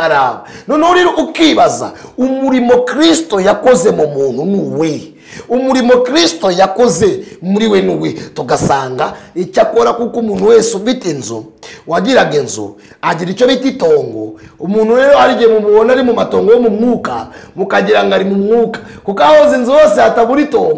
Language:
Kinyarwanda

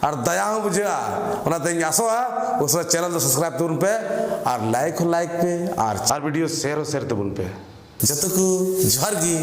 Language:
Santali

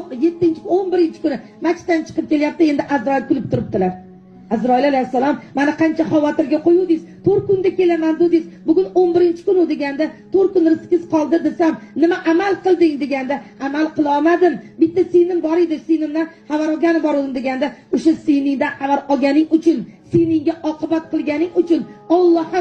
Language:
Uzbek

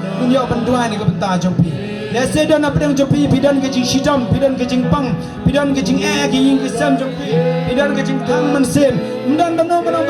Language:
Khasi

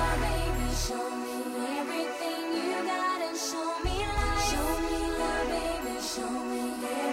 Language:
Swedish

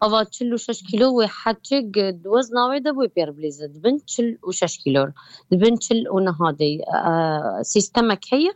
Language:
Kurdish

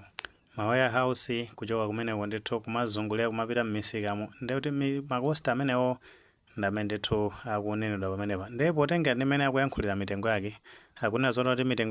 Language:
Nyanja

